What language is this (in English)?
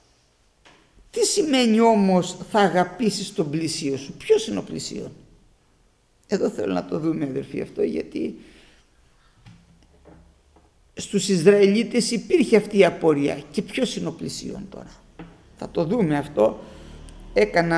Greek